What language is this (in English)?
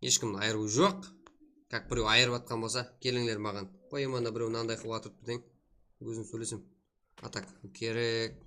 Kara-Kalpak